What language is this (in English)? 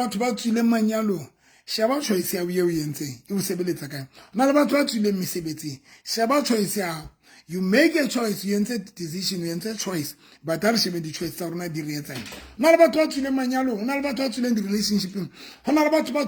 Southern Sotho